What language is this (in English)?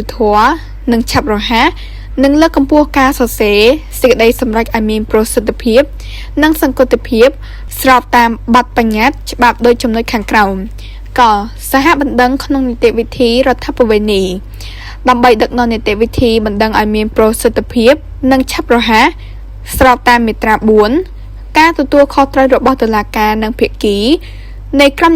Khmer